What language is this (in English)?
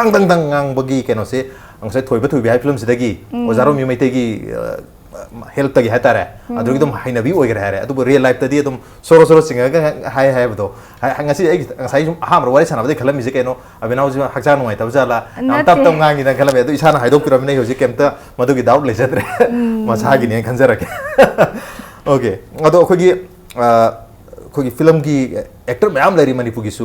Manipuri